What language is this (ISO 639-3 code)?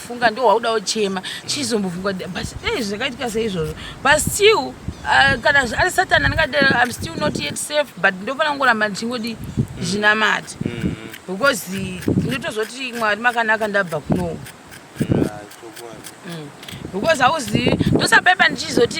sna